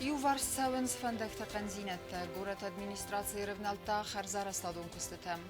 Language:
Ossetic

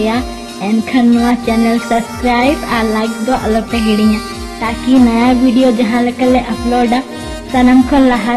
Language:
Santali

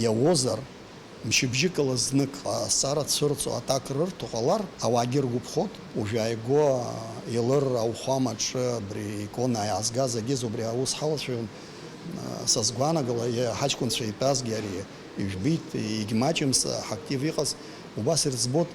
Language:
Abkhazian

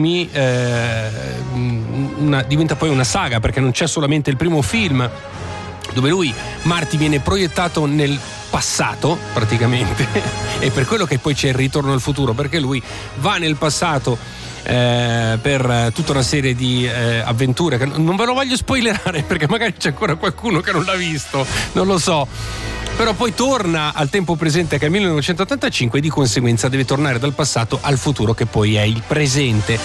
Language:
Italian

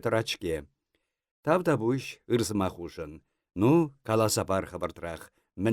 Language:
Chuvash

